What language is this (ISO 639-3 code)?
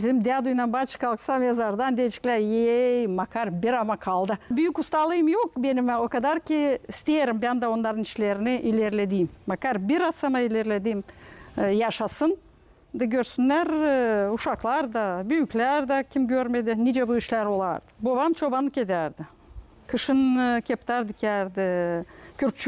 gag